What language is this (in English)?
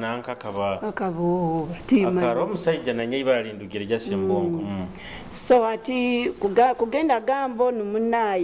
Nyoro